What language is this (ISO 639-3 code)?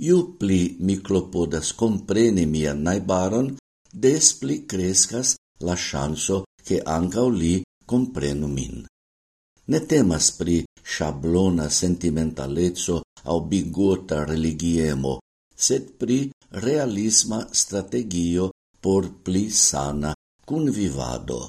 epo